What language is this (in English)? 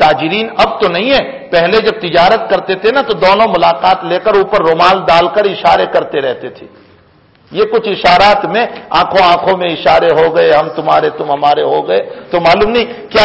Urdu